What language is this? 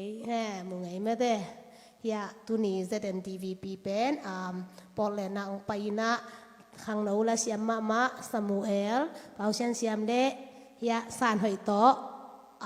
Tedim Chin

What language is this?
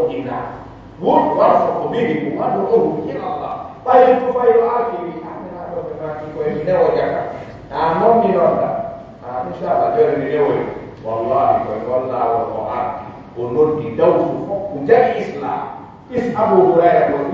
Pular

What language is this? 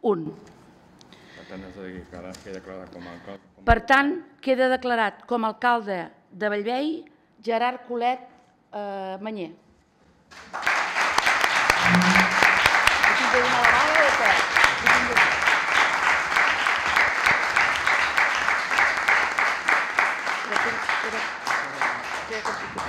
Catalan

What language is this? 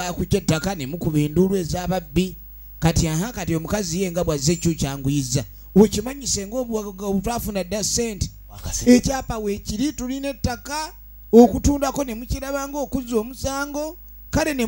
Ganda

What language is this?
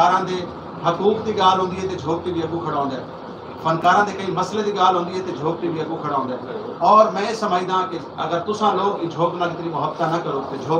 Saraiki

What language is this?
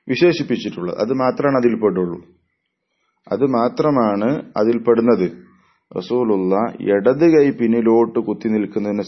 Malayalam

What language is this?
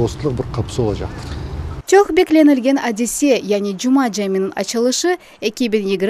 Crimean Tatar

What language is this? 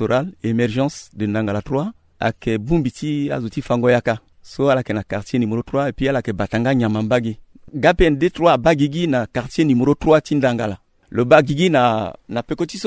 Sango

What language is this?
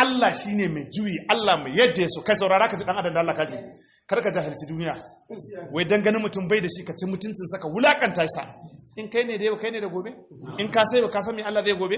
Hausa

